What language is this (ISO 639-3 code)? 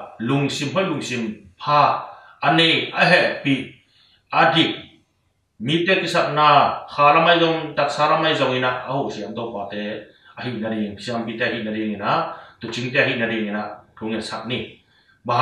ctd